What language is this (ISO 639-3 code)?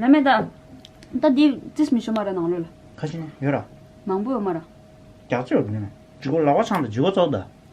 bod